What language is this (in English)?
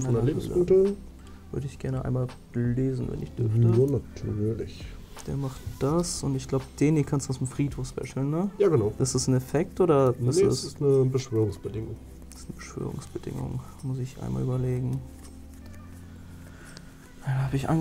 German